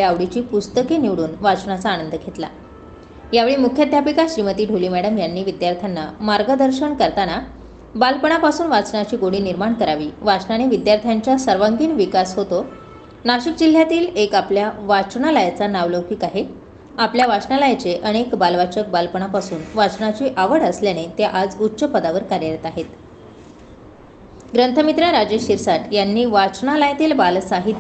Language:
Marathi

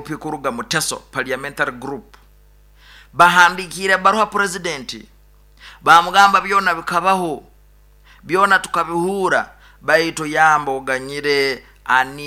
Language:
Nyoro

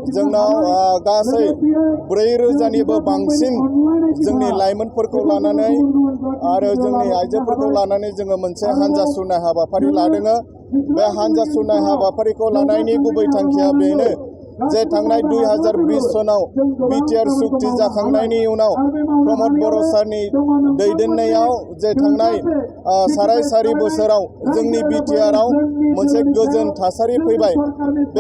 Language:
Bodo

